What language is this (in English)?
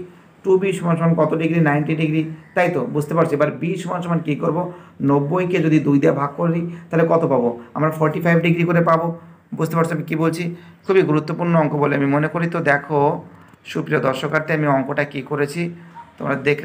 Bangla